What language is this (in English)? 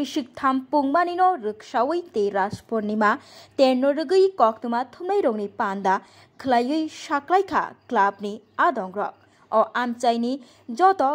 Kok Borok